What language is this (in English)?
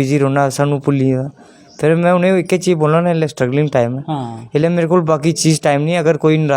Dogri